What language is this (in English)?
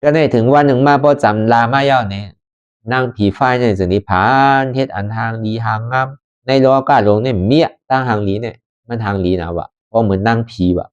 Shan